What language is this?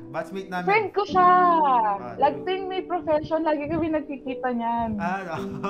Filipino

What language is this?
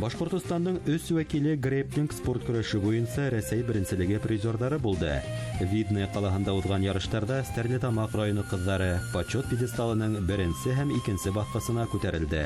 Bashkir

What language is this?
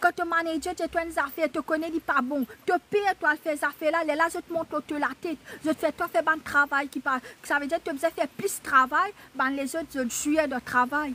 Morisyen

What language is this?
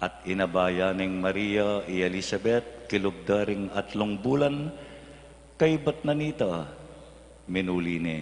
Pampanga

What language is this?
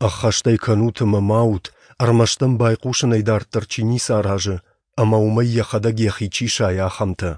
Ossetic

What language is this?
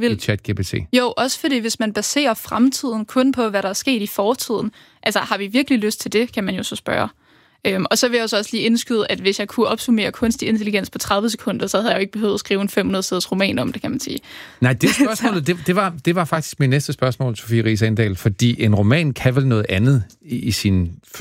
Danish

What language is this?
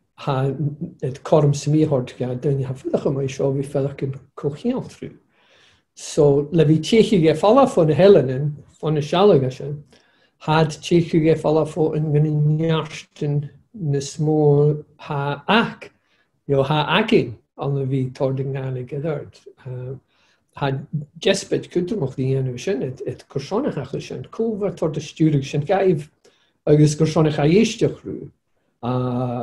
Scottish Gaelic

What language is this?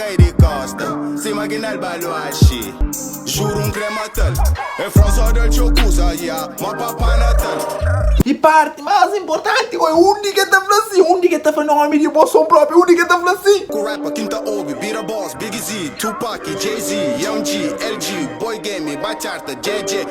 Kabuverdianu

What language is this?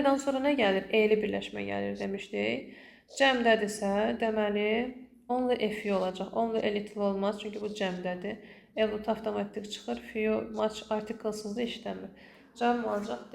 Azerbaijani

